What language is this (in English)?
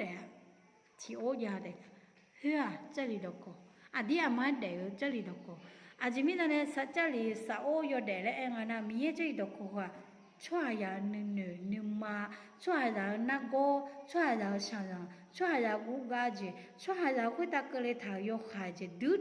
Akha